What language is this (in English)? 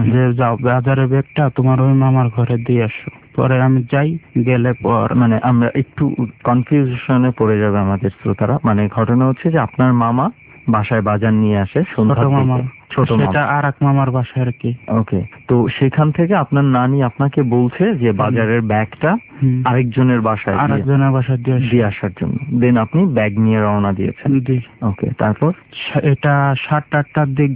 Bangla